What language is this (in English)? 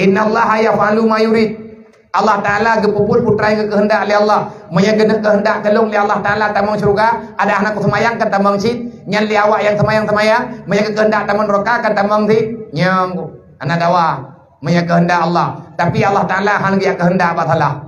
Achinese